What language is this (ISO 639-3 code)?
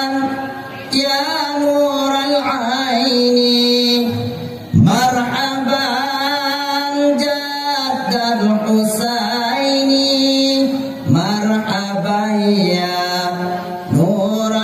ace